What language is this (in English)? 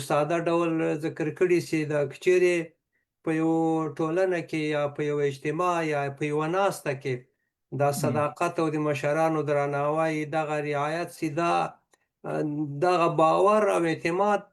Pashto